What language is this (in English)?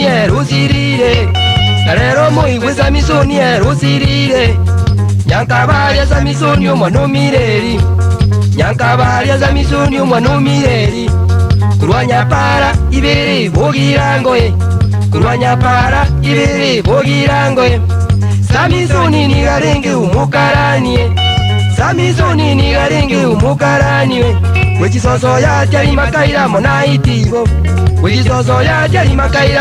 Gusii